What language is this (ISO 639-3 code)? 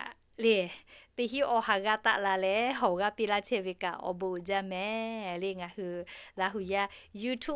lhu